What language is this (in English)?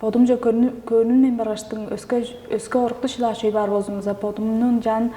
Tuvinian